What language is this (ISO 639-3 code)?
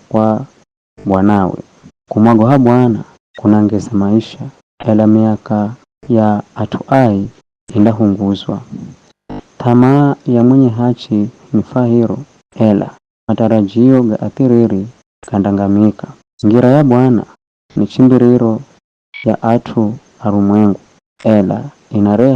nyf